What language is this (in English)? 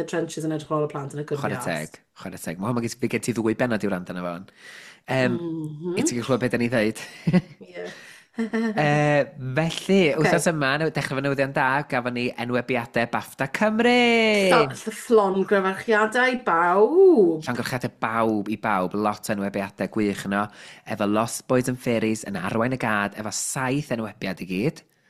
Welsh